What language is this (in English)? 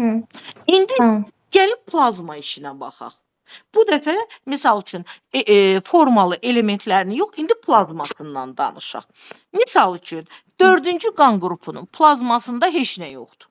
Azerbaijani